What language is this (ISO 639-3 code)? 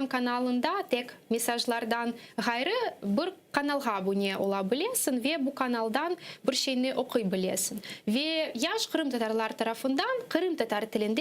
crh